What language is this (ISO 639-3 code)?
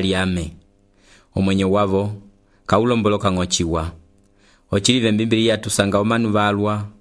umb